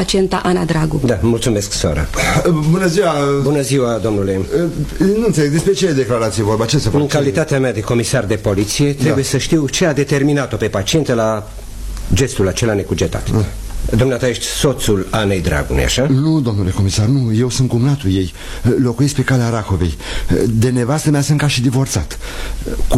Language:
Romanian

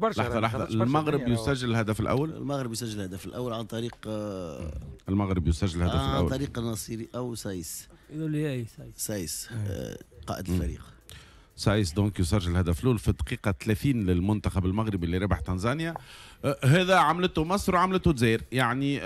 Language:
Tunisian Arabic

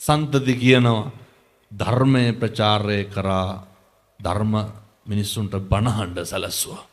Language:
Sinhala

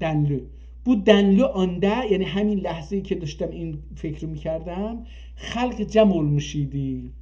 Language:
South Azerbaijani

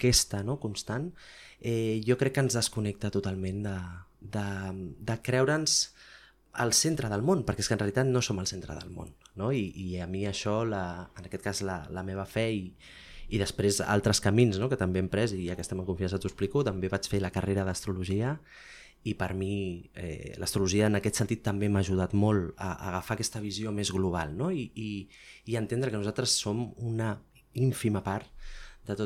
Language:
Catalan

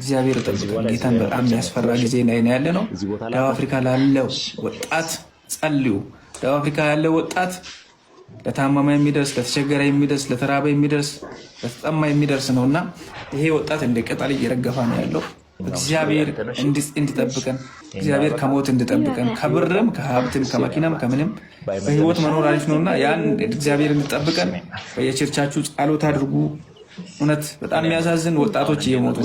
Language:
Amharic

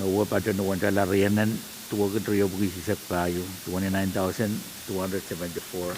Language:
Pohnpeian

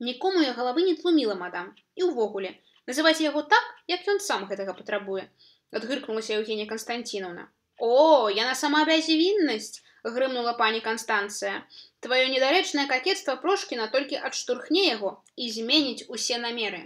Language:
Belarusian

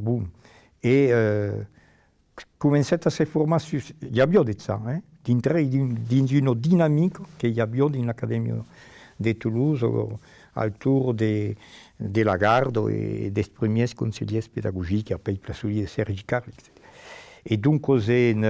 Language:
Occitan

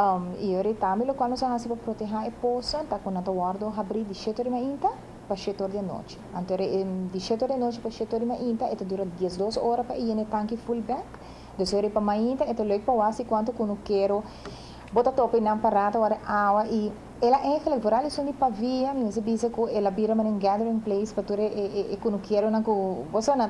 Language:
Papiamento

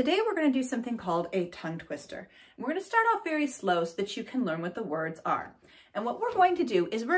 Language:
English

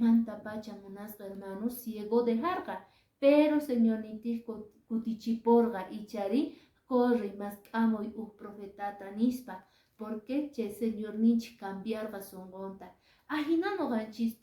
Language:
Quechua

